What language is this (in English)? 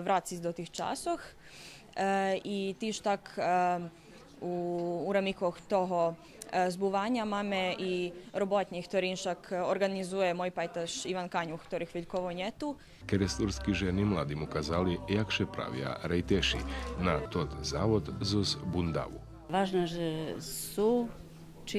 Rusyn